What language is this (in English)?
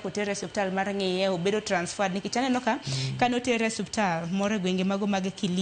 Luo (Kenya and Tanzania)